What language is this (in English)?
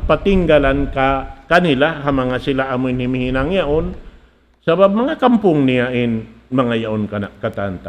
Tausug